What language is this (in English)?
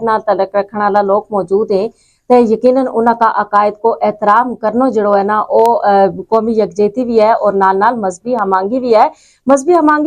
Gujari